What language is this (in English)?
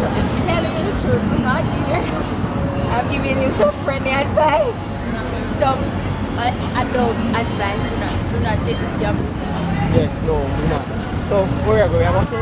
Jamaican Creole English